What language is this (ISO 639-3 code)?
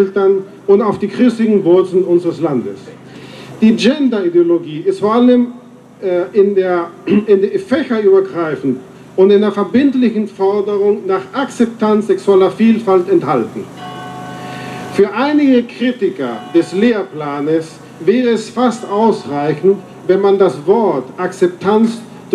deu